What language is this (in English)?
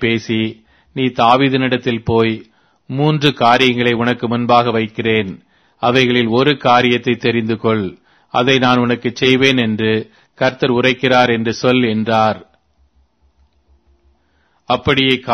Tamil